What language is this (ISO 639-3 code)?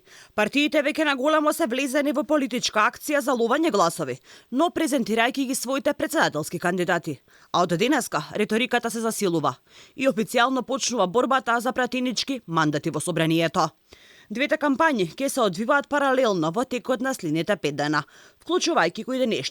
mkd